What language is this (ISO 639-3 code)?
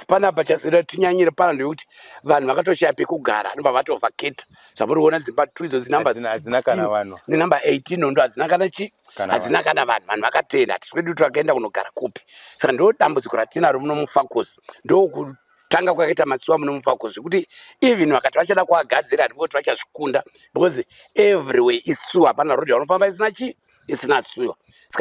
sna